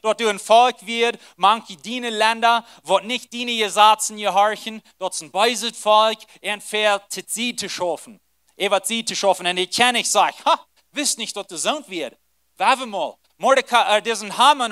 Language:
Plautdietsch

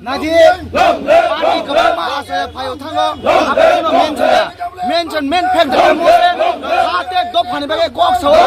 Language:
Kok Borok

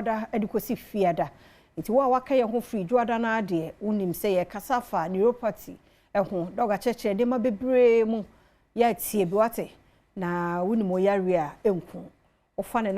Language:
Akan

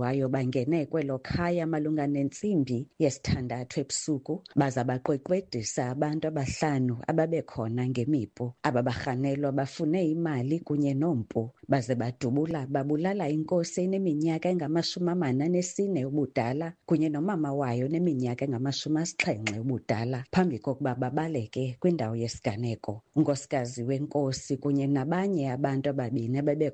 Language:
Xhosa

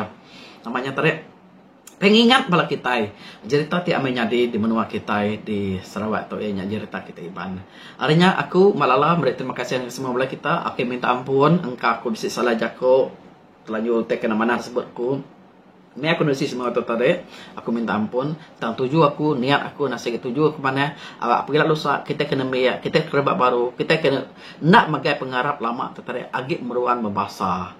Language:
Iban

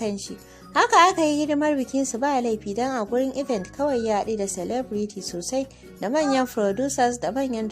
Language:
Hausa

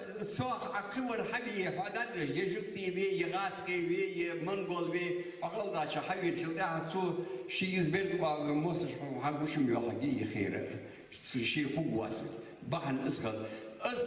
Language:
Ingush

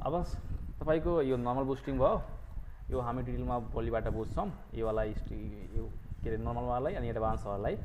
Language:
Nepali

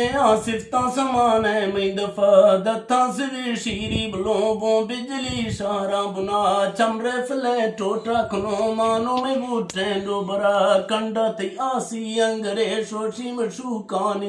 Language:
Eastern Balochi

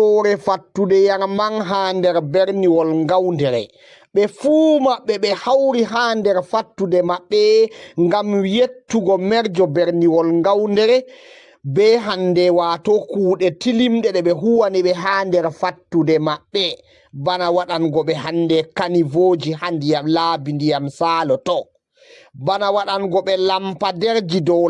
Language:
Fula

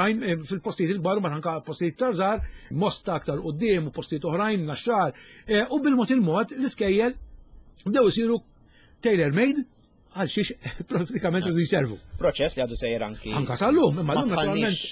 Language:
Maltese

